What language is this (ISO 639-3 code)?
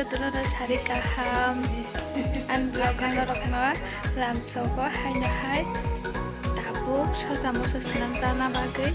trp